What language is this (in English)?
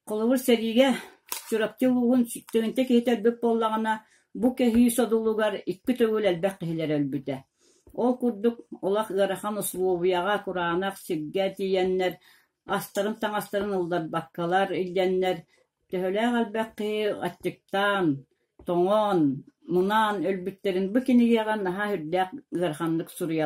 Yakut